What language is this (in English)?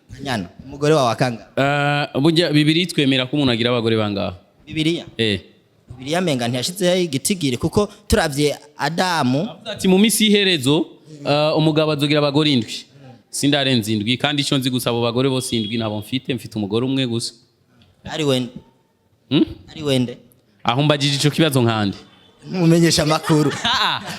Rundi